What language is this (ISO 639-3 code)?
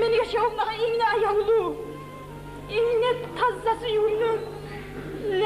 kum